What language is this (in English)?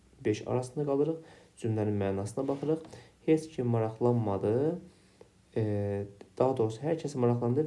Azerbaijani